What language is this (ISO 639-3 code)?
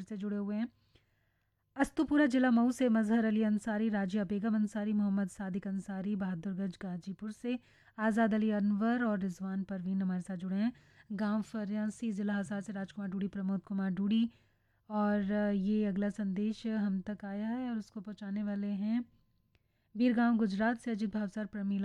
hin